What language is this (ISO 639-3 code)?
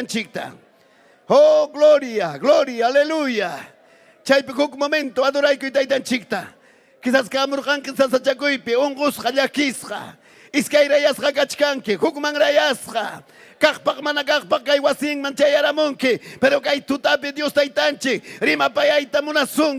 quy